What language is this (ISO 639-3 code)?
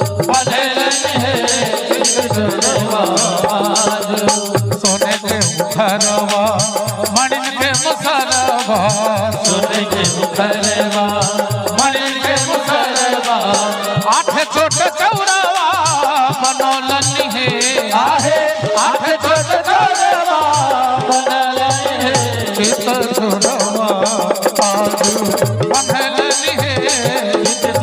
mai